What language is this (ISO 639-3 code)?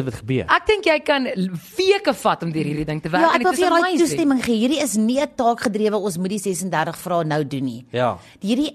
afr